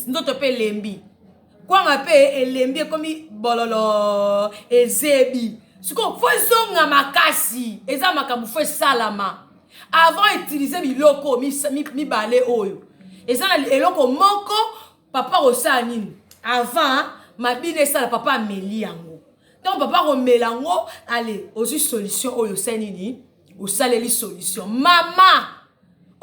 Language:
Lingala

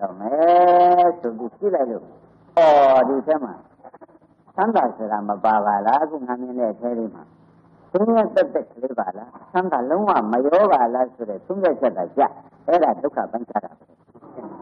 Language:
Burmese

